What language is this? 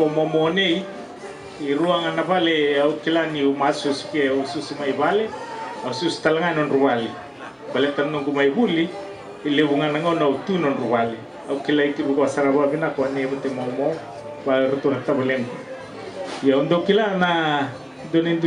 Fijian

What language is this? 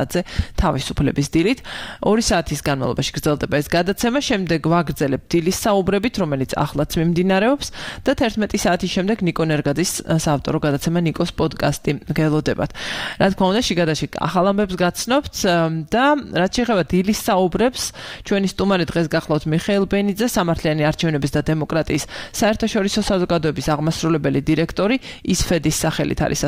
Georgian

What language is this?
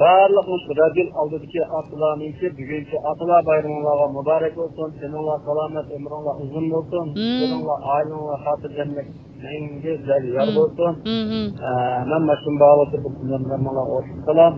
Uyghur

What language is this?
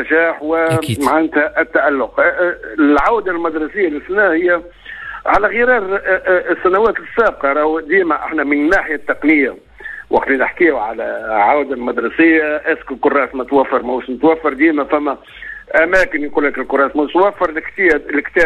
Tunisian Arabic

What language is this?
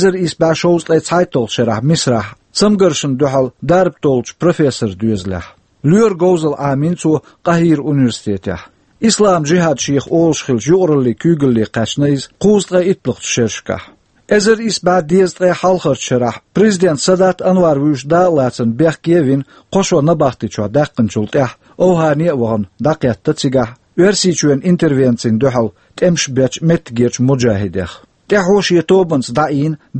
Chechen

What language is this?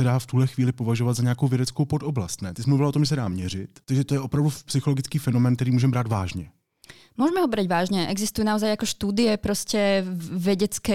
Slovak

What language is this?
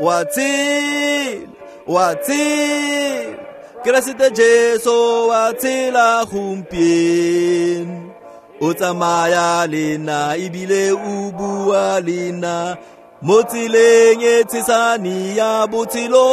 Tswana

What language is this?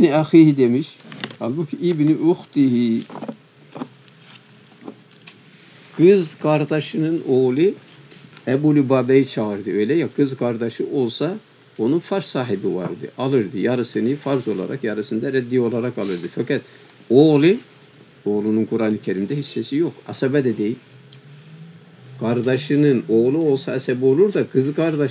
Turkish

